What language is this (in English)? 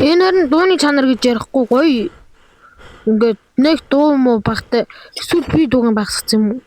Mongolian